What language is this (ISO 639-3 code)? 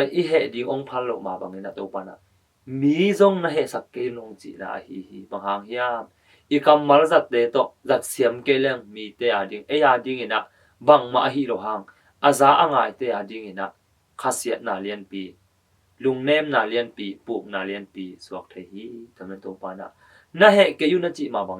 ctd